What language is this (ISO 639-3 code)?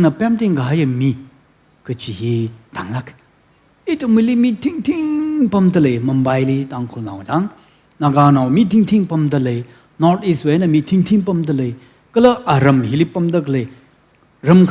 nmf